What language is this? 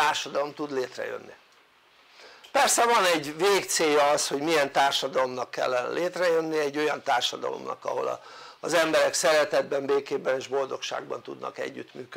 Hungarian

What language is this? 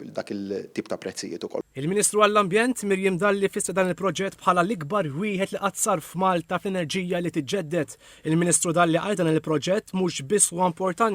Maltese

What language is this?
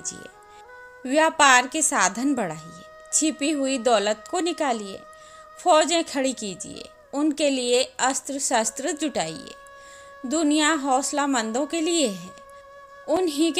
Hindi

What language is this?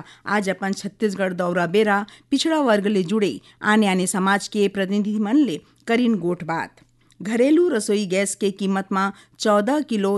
Chhattisgarhi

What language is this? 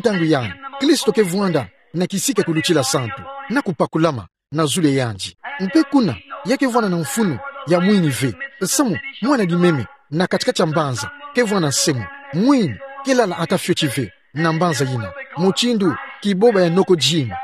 Kituba (Democratic Republic of Congo)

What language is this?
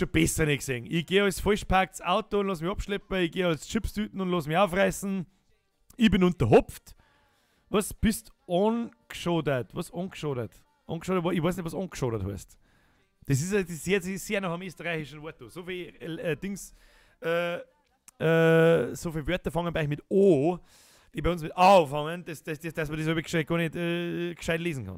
Bavarian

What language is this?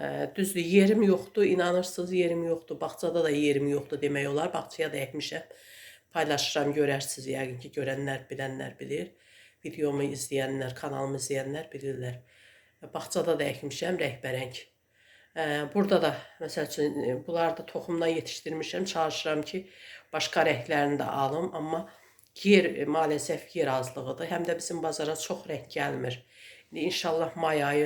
Azerbaijani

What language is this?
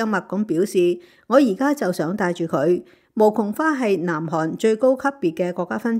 Cantonese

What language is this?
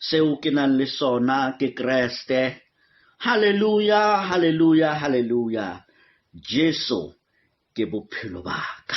Southern Sotho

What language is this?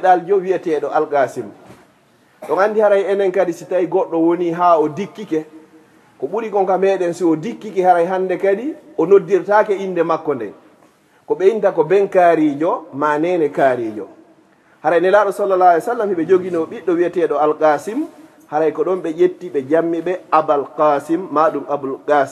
Fula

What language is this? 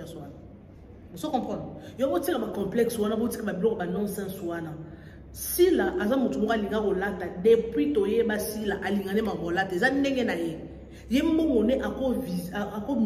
Lingala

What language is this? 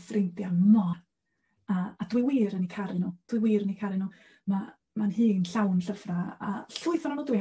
Welsh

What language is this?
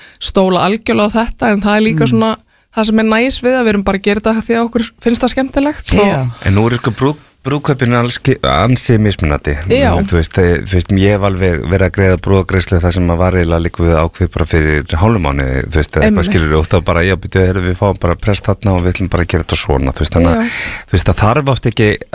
Icelandic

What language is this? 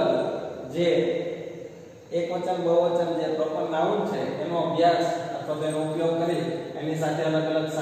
Gujarati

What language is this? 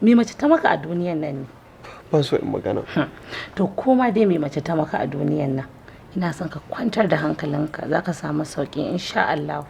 Hausa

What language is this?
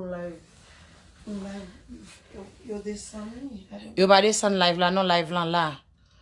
Haitian Creole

